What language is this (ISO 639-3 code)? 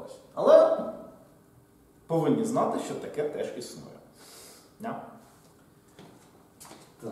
ukr